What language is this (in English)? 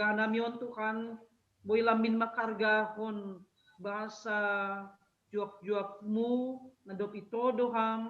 Batak Simalungun